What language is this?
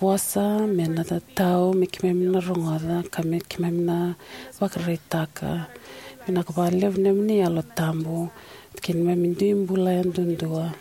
Fijian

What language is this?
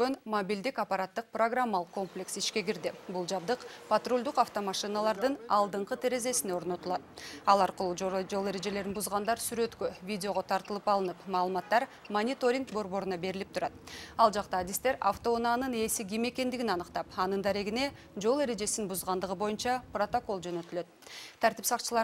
Kyrgyz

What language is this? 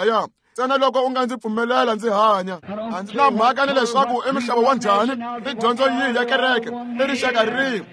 Tsonga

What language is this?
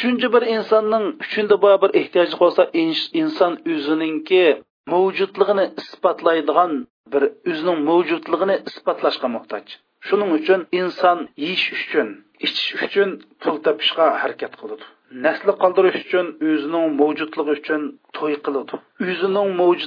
Uyghur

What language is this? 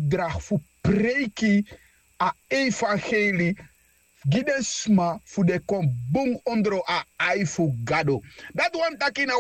Sranan Tongo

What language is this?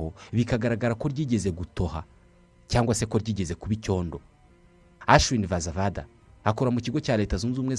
Kinyarwanda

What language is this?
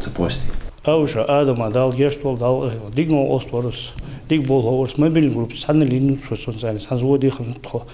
Ingush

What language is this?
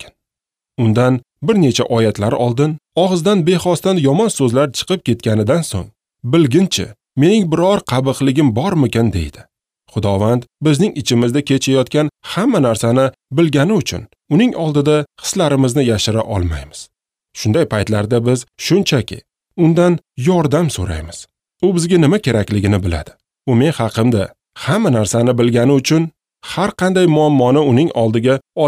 Uzbek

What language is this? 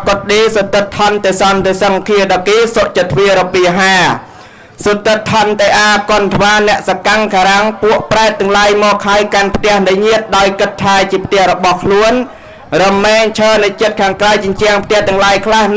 Khmer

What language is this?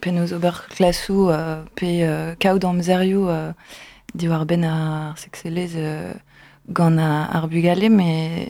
Breton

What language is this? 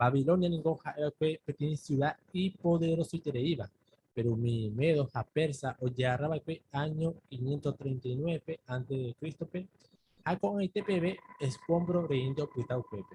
Guarani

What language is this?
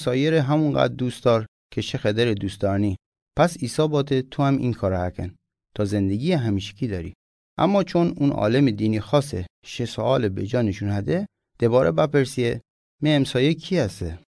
Mazanderani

